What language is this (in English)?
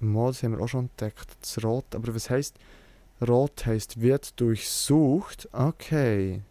Swiss German